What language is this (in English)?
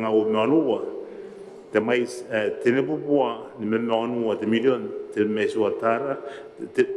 Gilbertese